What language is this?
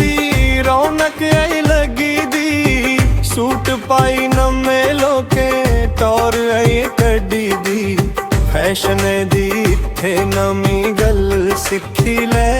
Dogri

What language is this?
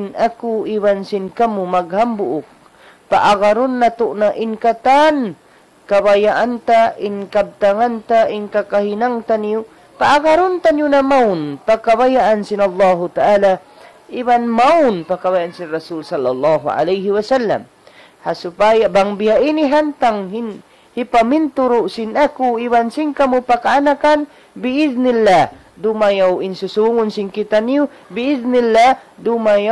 Tausug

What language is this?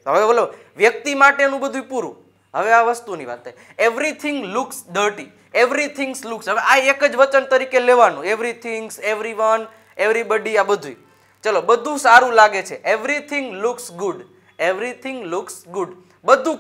Gujarati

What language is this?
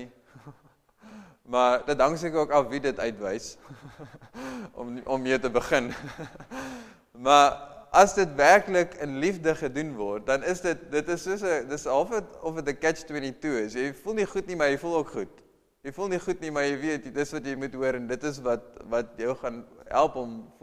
Afrikaans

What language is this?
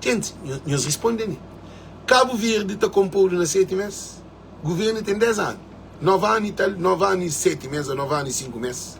Kabuverdianu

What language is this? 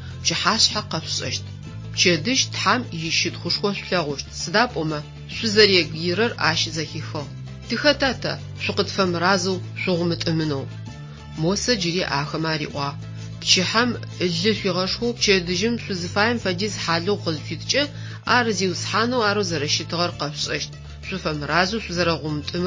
Adyghe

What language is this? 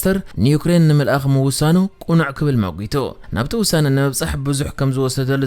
Tigrinya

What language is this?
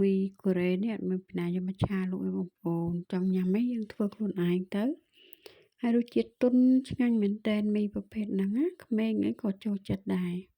Khmer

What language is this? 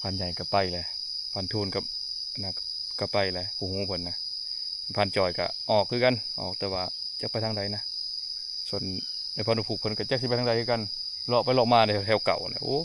Northeastern Thai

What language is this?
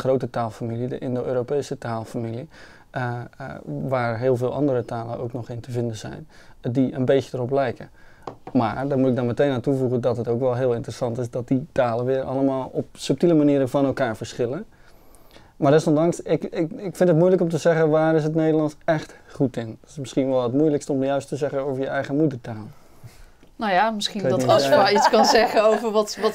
Dutch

